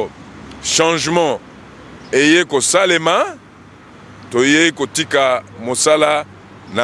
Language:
Lingala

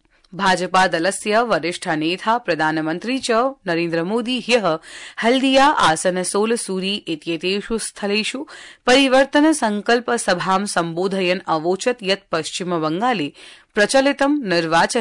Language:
Sanskrit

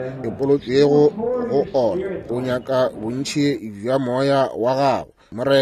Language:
Northern Sotho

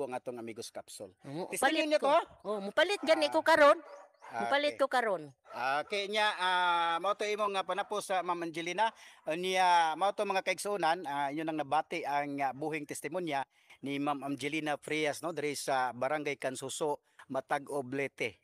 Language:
Cebuano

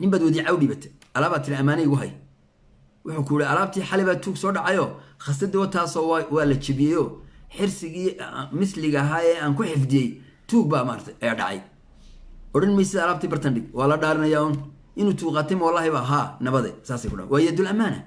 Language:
Somali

